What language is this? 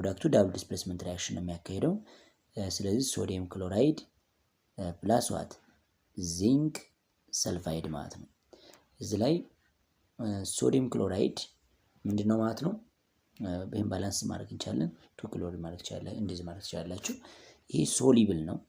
Amharic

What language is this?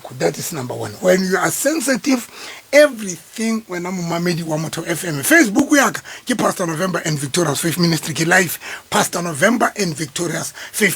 Southern Sotho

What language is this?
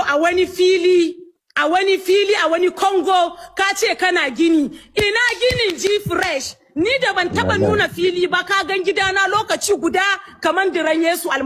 Hausa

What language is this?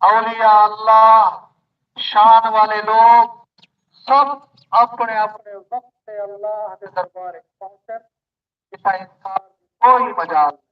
Saraiki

